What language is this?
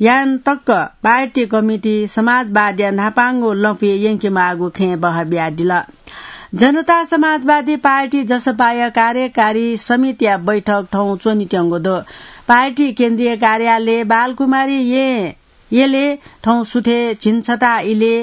Newari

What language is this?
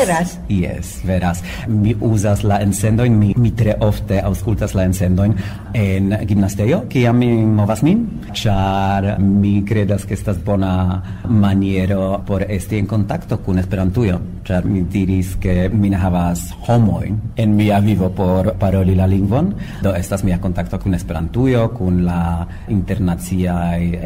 Esperanto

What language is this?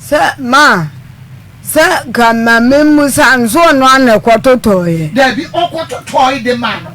Akan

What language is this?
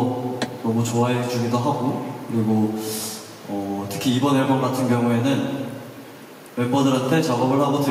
Korean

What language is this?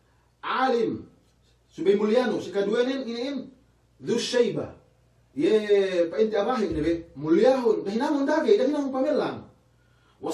Yakan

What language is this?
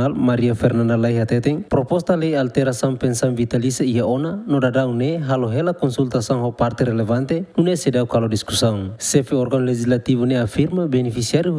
Tetum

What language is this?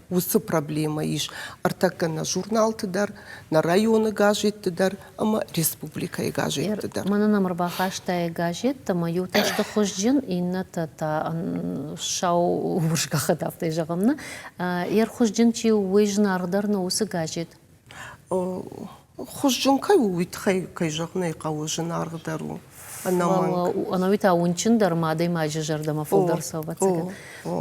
Ossetic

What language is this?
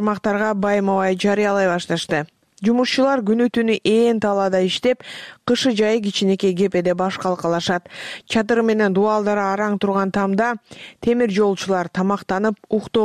Kyrgyz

